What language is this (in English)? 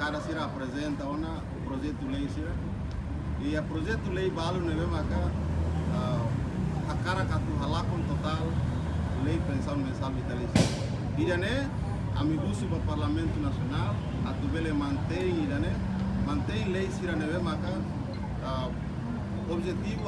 Tetum